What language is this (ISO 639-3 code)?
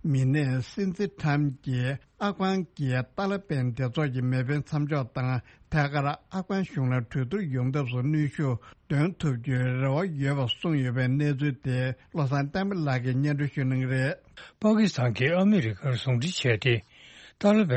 bod